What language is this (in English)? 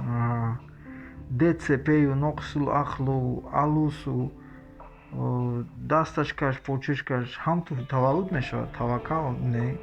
Tajik